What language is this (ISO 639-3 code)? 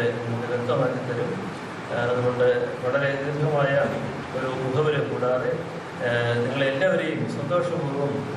mal